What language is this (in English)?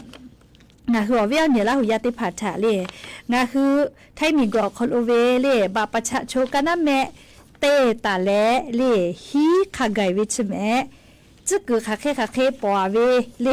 Lahu